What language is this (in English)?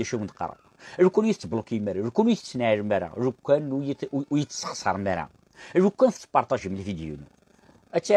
Kabyle